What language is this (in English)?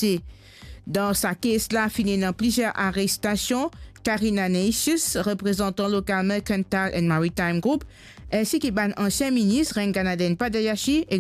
Morisyen